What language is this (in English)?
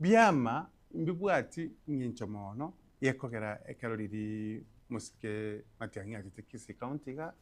Gusii